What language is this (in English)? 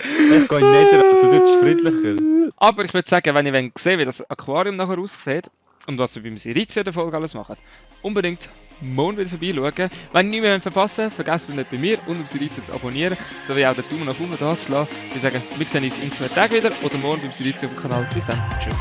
Swiss German